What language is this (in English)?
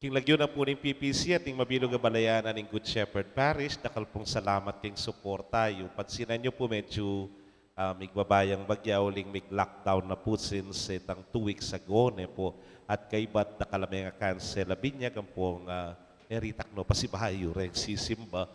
Pampanga